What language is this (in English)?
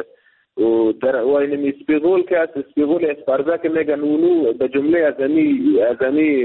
Persian